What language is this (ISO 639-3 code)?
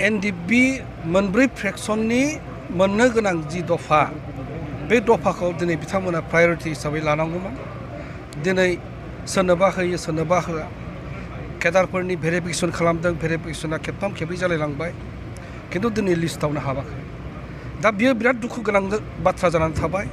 brx